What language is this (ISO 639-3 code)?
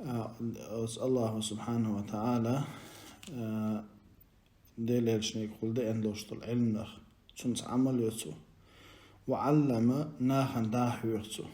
che